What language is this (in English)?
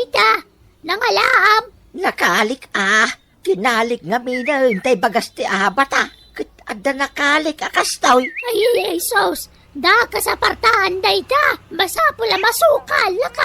Iloko